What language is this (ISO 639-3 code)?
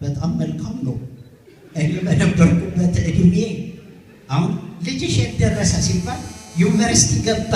amh